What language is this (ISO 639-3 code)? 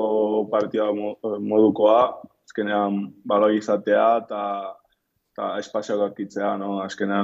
eus